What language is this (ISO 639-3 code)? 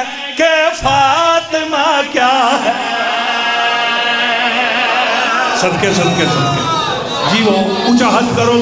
urd